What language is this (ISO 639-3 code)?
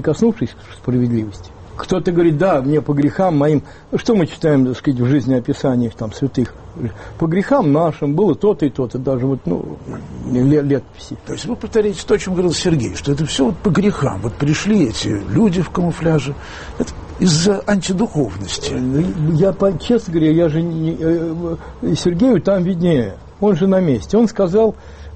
rus